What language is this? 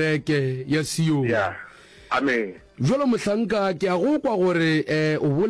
Northern Sotho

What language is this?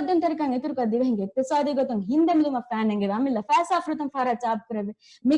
Divehi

